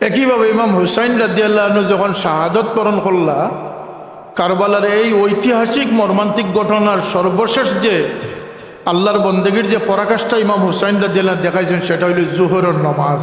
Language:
Sylheti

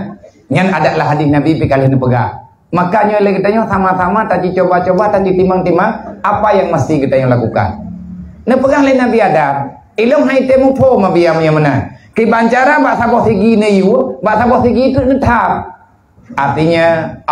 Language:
Achinese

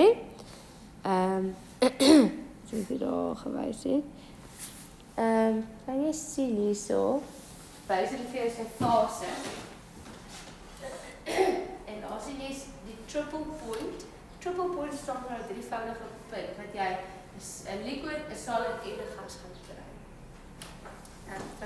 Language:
Afrikaans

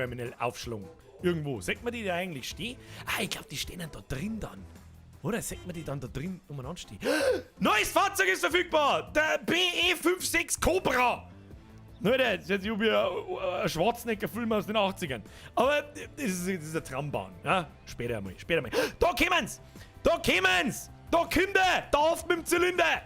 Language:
Bavarian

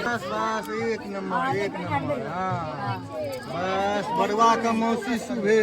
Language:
Maithili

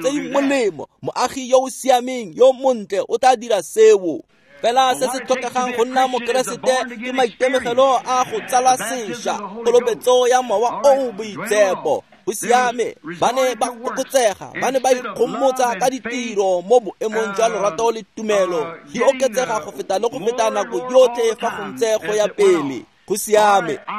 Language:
Tswana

